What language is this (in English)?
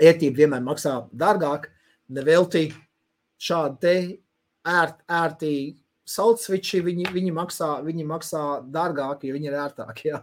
Latvian